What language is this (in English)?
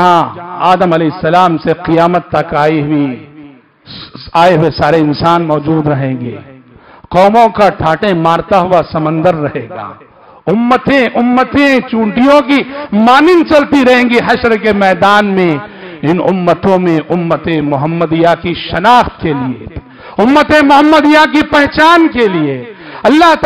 Urdu